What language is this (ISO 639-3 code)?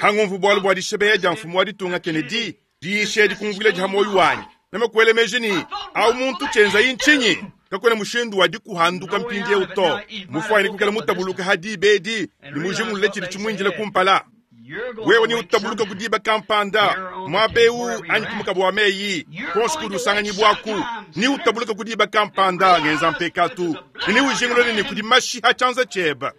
lua